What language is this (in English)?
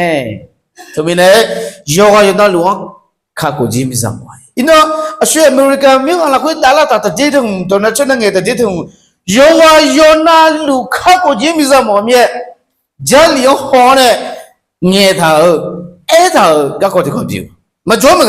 Akha